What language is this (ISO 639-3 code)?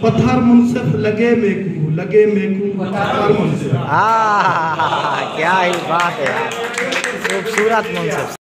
skr